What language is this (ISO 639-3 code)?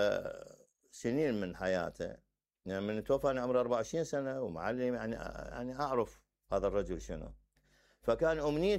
acm